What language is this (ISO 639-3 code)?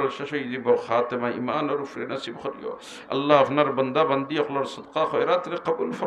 syl